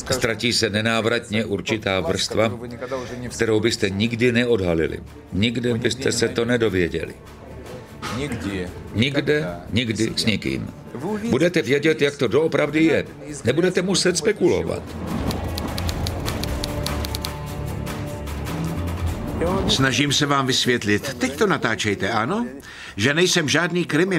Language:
Czech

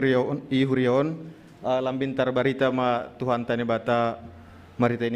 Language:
Batak Simalungun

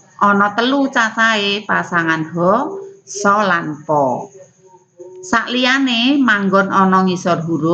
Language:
Javanese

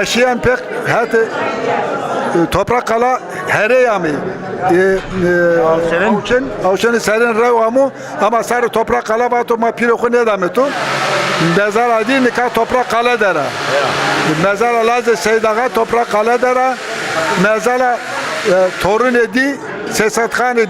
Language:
Zaza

